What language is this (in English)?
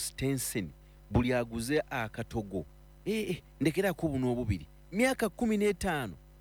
Ganda